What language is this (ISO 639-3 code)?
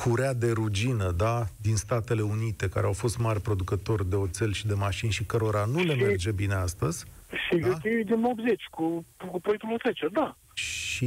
ron